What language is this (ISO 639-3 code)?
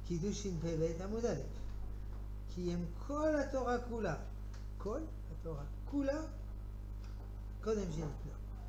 heb